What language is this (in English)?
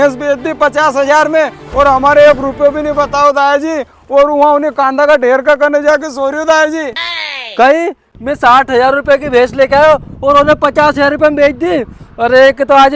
Rajasthani